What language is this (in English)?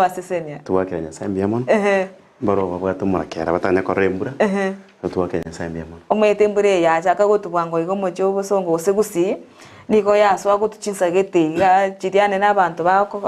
Gusii